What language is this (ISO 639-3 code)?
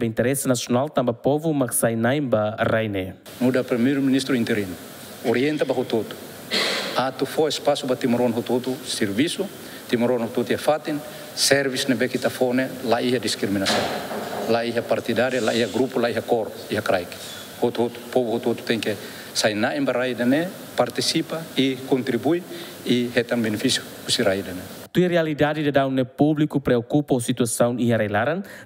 tet